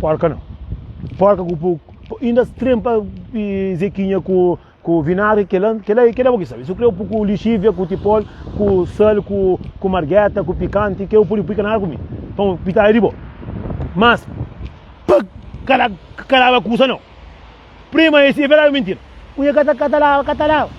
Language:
Kabuverdianu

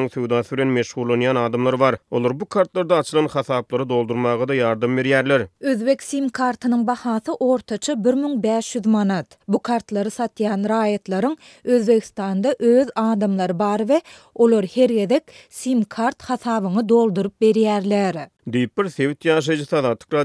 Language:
Turkmen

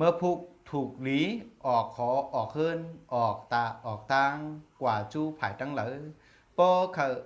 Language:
Shan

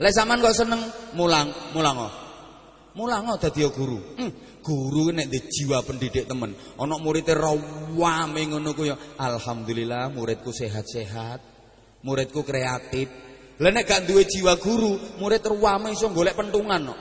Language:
Javanese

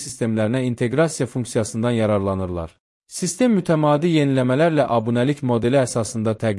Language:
Azerbaijani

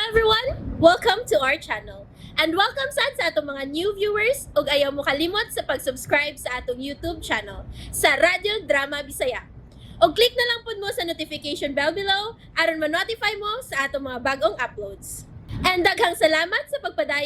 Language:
Cebuano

